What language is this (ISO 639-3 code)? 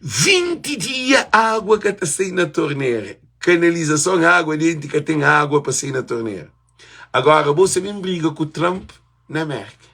kea